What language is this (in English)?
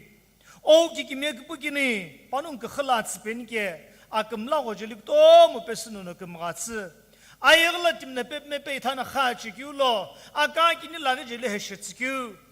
Sumi Naga